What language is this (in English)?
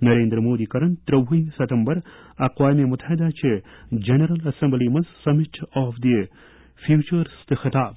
Kashmiri